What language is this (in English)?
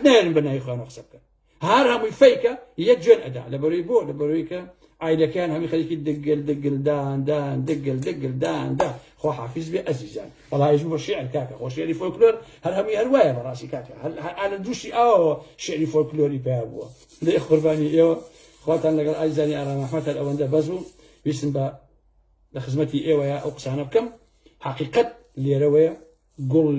Central Kurdish